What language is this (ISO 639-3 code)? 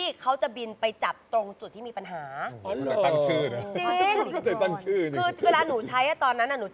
tha